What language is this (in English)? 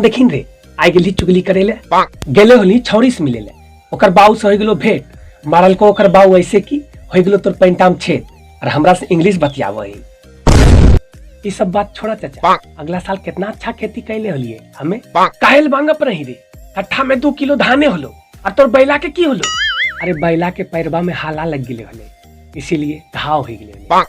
Magahi